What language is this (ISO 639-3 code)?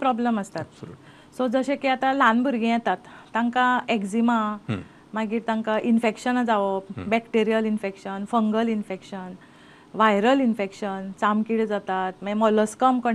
kok